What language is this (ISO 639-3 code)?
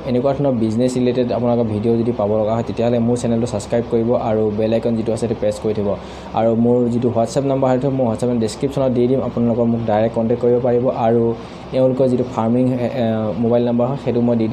asm